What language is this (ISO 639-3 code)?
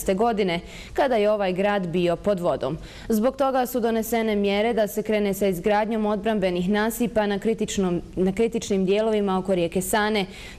bos